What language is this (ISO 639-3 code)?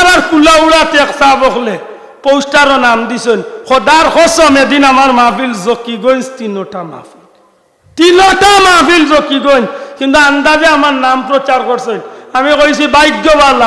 syl